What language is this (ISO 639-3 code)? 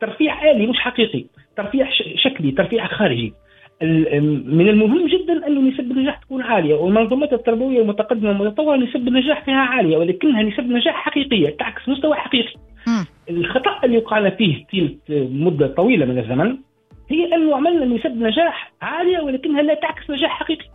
aeb